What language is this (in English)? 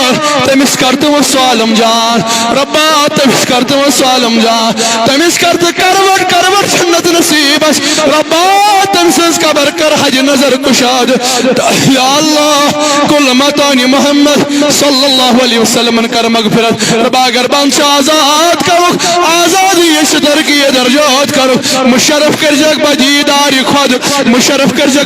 Kashmiri